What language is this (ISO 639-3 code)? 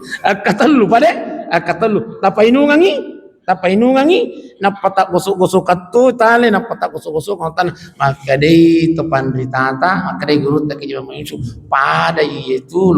bug